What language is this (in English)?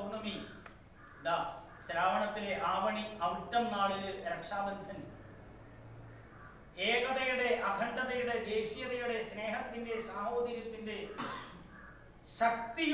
Malayalam